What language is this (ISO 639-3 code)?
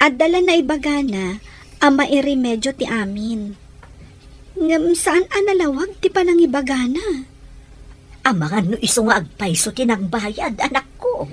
ilo